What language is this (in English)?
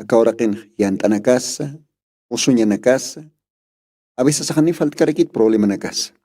Aymara